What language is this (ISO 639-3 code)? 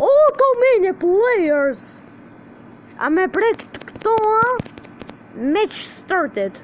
sqi